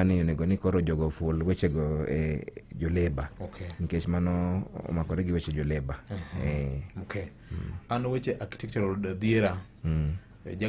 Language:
Luo (Kenya and Tanzania)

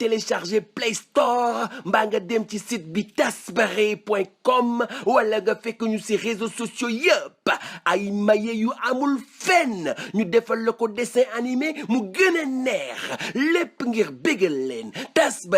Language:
Wolof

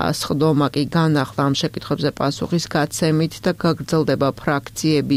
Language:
Georgian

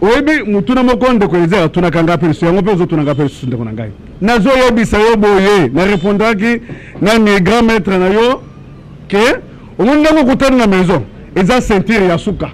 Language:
Lingala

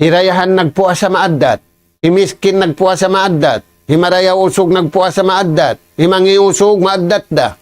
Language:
Tausug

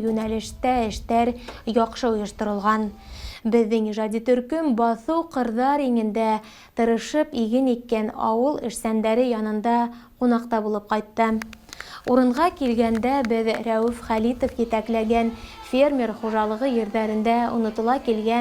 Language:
Bashkir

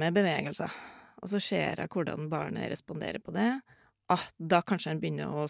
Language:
Norwegian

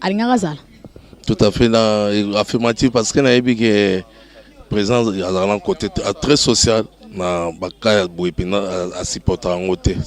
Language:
Lingala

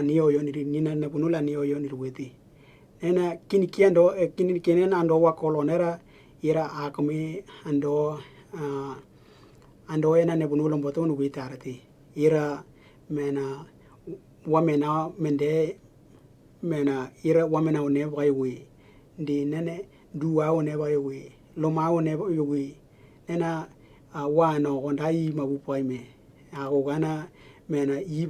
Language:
Western Dani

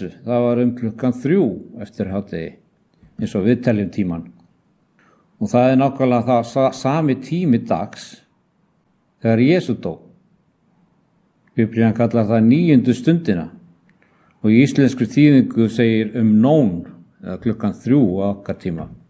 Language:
Icelandic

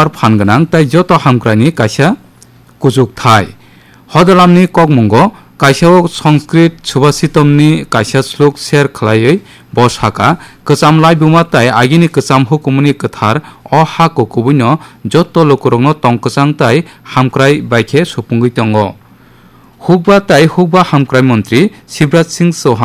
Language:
Kok Borok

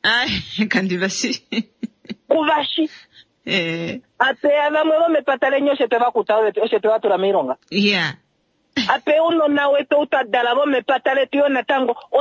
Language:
Kuanyama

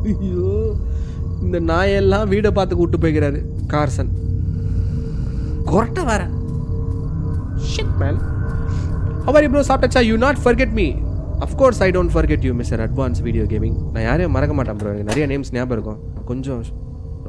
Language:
Tamil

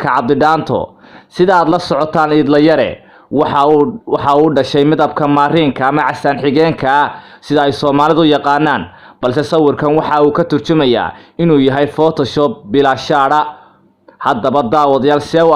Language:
Somali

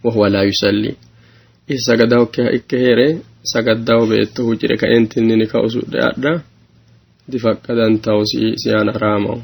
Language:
Sidamo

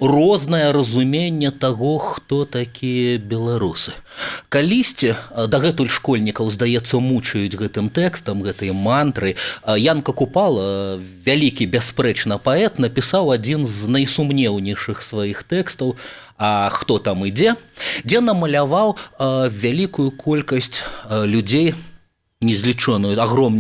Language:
Belarusian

